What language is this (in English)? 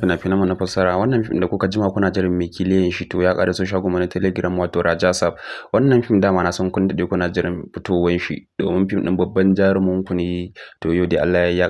Hausa